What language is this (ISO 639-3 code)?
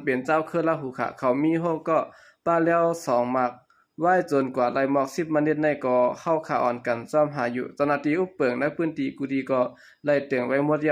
shn